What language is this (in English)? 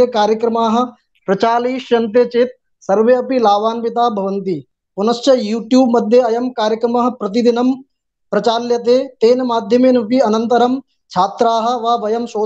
Sanskrit